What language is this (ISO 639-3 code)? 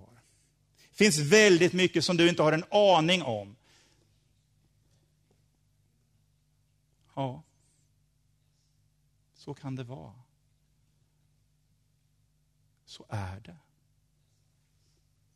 swe